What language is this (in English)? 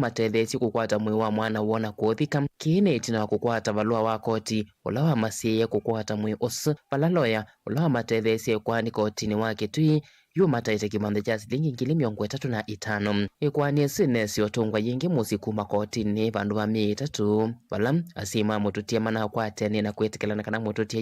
Kamba